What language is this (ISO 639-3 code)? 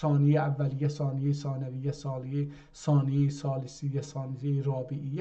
azb